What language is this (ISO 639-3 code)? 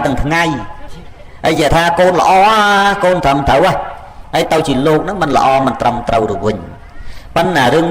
khm